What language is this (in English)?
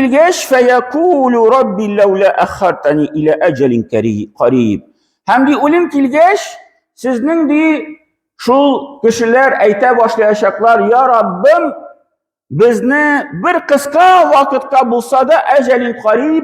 Tatar